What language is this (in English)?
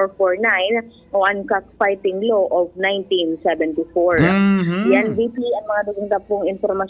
Bikol